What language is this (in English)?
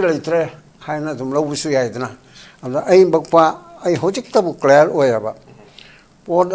Manipuri